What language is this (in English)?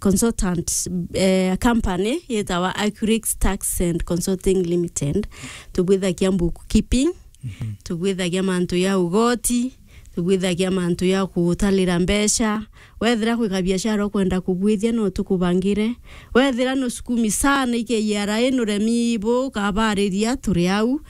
Meru